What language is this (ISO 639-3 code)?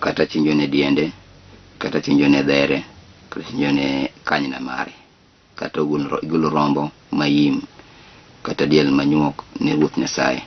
luo